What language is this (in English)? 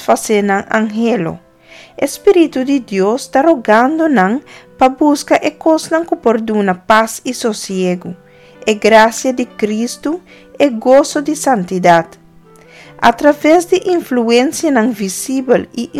Papiamento